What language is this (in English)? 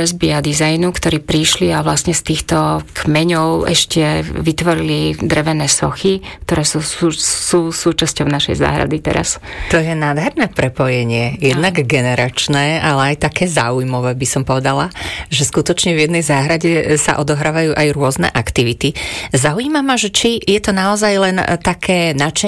Slovak